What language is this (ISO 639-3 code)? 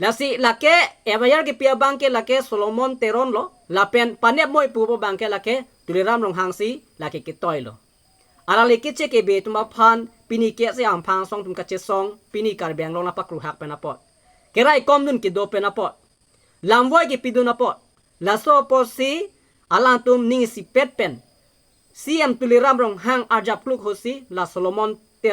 mjw